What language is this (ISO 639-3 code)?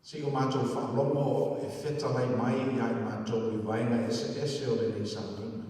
smo